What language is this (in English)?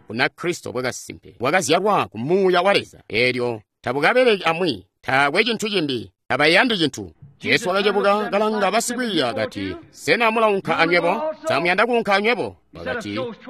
Tonga (Zambia)